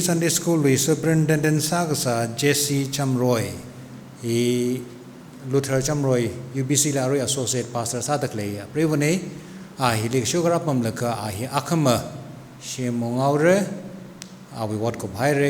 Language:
Tangkhul Naga (India)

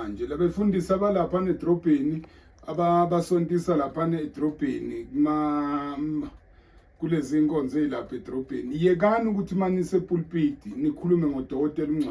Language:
Zulu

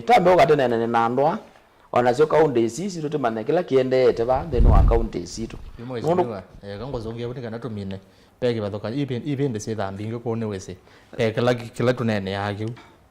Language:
Kamba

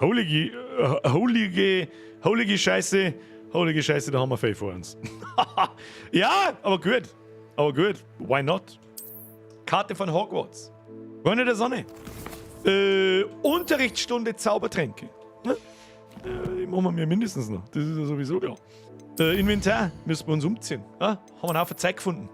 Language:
Bavarian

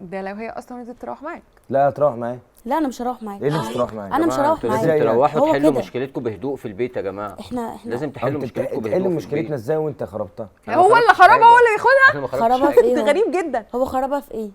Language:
Egyptian Arabic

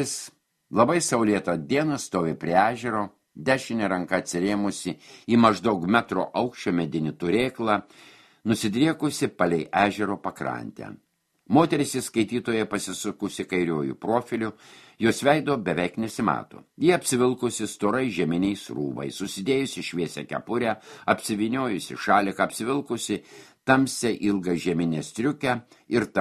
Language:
Lithuanian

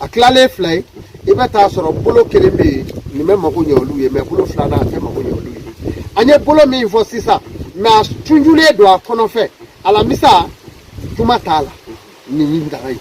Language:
Bambara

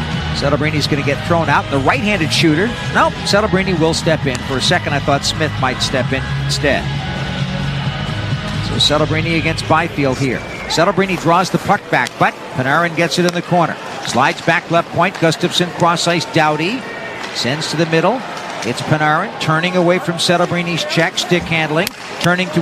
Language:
English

